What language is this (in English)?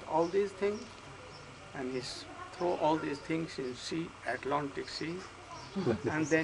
English